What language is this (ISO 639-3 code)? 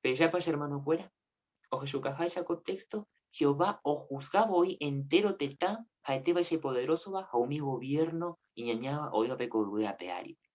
grn